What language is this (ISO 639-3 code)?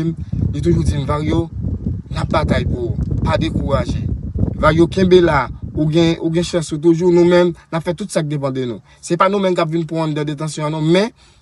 hat